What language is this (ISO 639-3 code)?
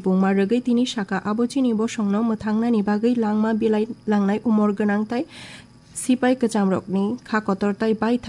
trp